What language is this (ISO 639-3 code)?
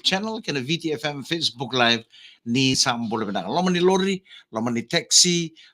fij